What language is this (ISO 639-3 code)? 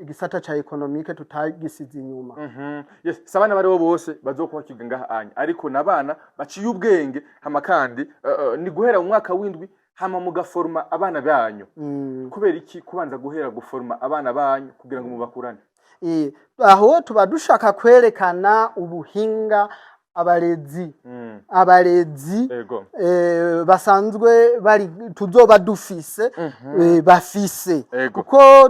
run